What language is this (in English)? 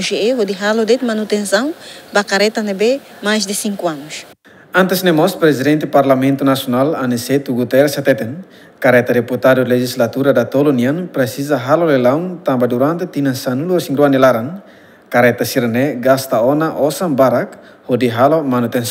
Tetum